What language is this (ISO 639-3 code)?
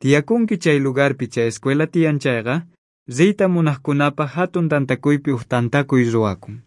quh